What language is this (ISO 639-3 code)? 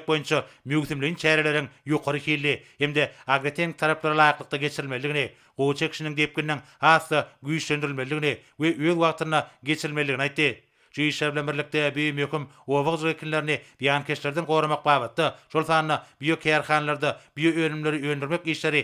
tuk